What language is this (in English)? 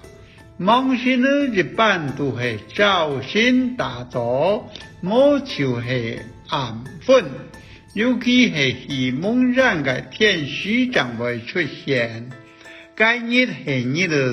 Hakka Chinese